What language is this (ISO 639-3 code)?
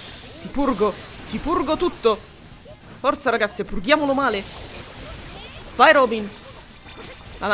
ita